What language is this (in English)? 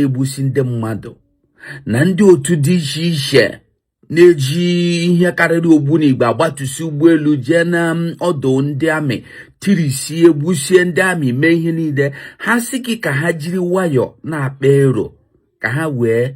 Igbo